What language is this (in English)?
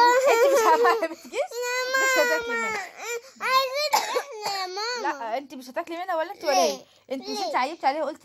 Egyptian Arabic